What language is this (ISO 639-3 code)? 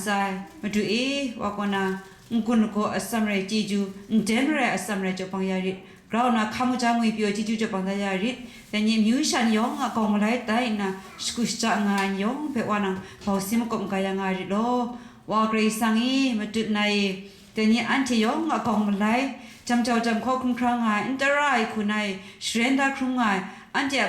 kac